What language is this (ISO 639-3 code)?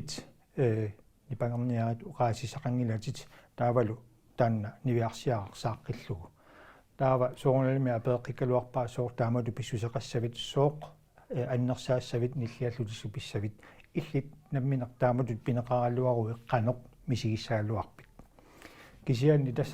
kal